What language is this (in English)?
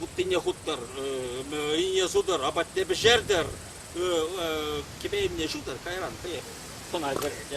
Chuvash